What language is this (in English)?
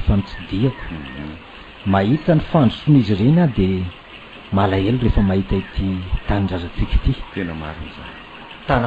Malagasy